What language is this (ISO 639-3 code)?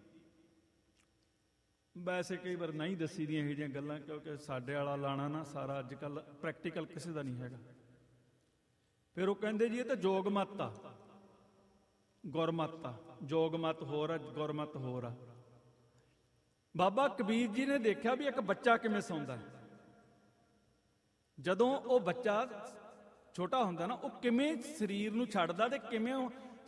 pan